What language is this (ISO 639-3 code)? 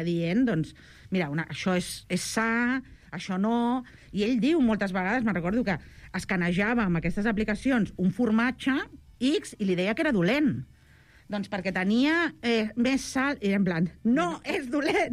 cat